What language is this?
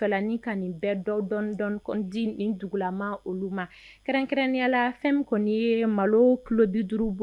Bambara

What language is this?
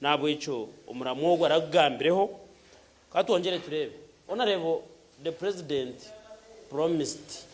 Nyankole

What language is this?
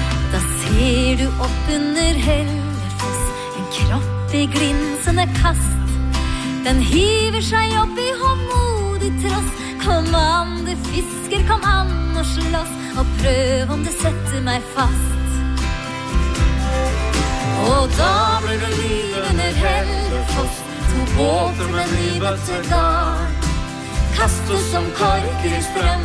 Norwegian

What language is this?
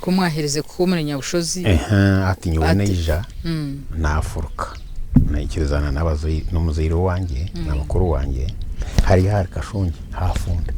Nyankole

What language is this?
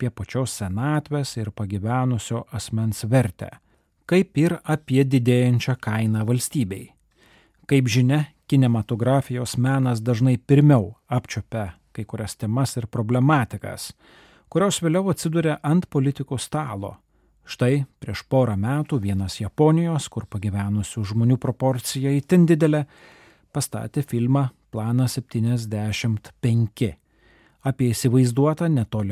Lithuanian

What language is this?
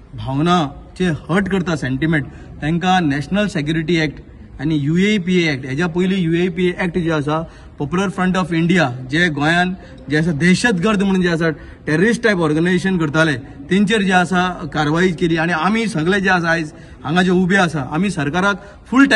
Konkani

